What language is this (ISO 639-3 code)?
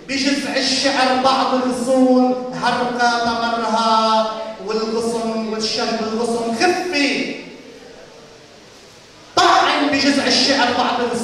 ara